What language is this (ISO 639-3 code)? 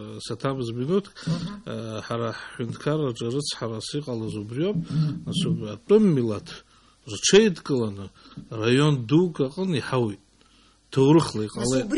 abk